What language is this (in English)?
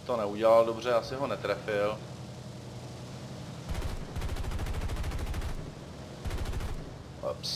Czech